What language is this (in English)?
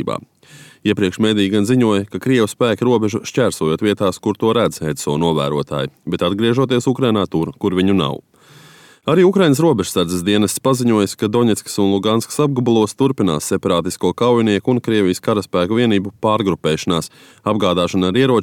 Latvian